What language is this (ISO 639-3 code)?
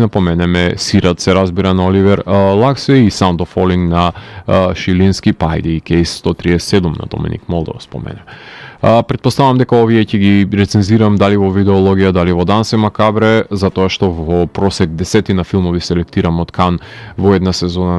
mkd